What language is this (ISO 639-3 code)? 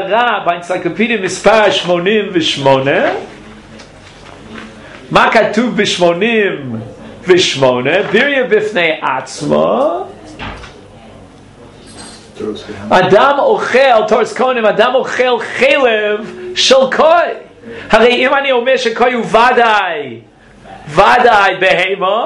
heb